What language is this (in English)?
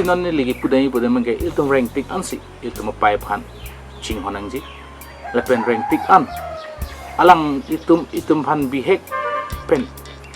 Karbi